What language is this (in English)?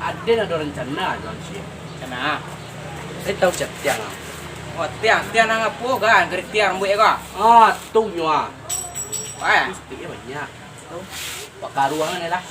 Minangkabau